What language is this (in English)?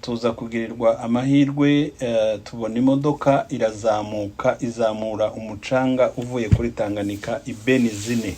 Kinyarwanda